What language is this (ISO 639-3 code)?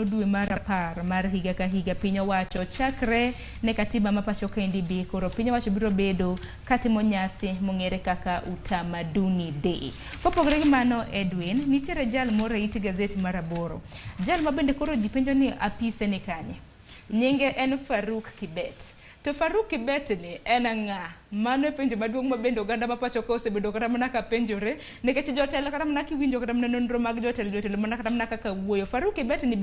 luo